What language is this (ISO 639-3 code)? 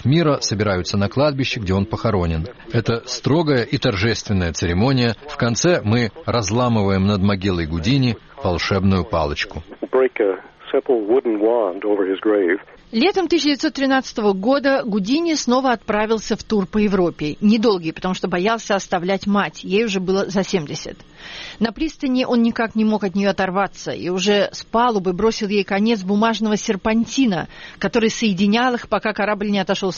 rus